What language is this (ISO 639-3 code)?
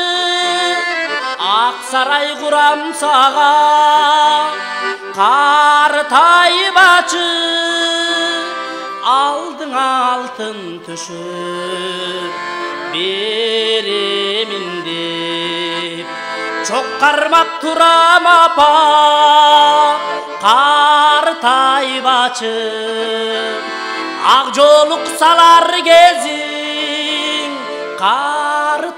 kir